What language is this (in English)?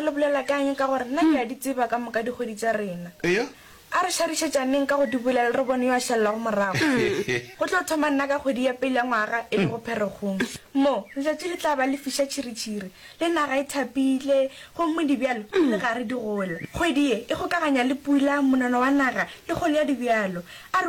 Northern Sotho